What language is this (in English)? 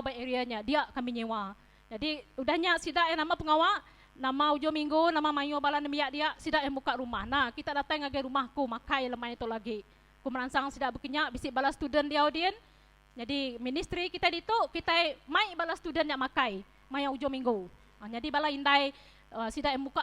Iban